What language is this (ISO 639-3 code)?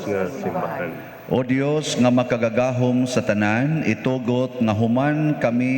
ceb